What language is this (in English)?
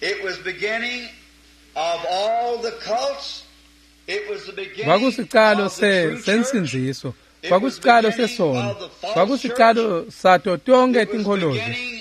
Swati